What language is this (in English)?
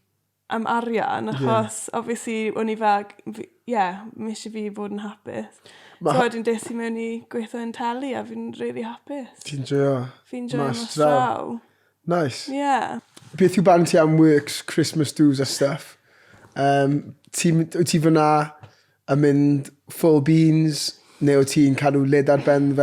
Welsh